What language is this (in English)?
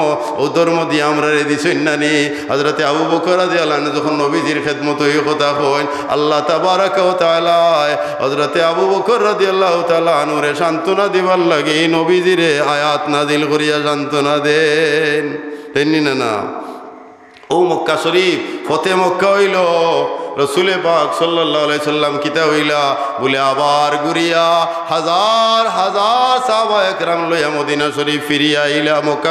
Sylheti